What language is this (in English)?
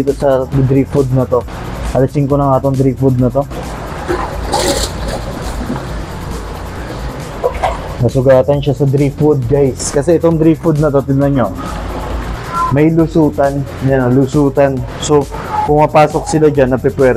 Filipino